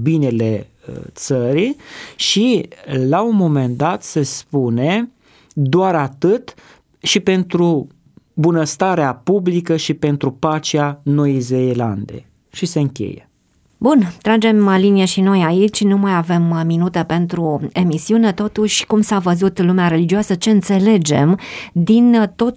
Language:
Romanian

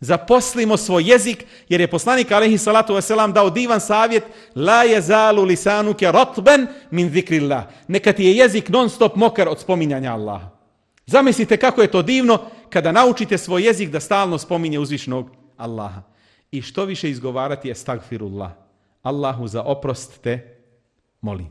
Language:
Bosnian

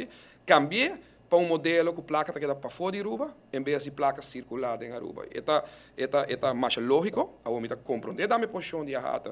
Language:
Papiamento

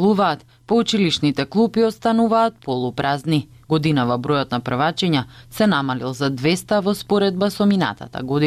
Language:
Macedonian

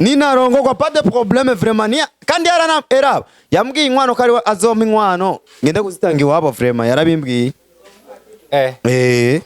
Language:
Rundi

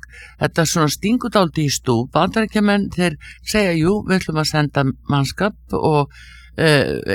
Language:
Icelandic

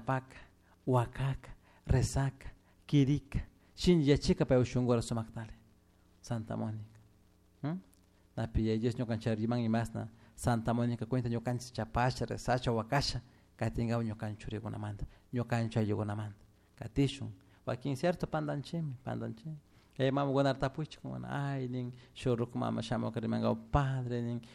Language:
Chimborazo Highland Quichua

